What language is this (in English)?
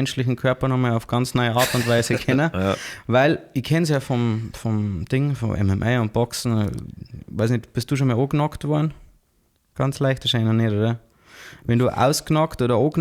Bavarian